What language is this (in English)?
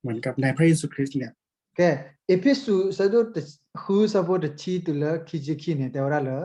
S'gaw Karen